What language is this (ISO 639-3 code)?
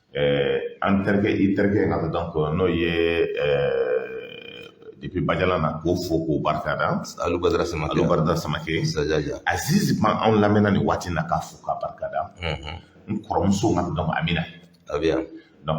bam